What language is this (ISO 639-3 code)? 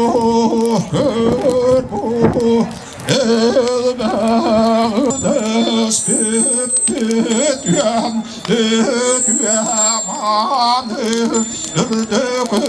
sah